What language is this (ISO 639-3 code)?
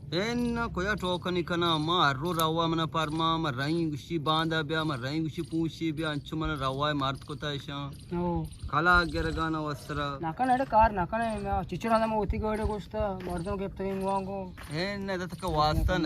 bgp